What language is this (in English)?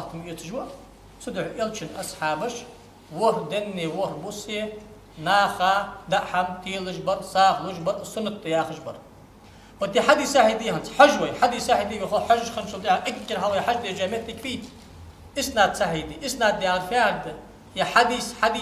Ingush